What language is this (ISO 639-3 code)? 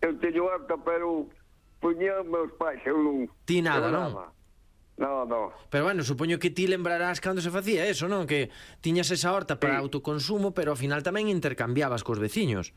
glg